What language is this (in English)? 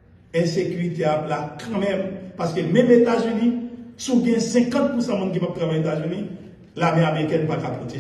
Haitian Creole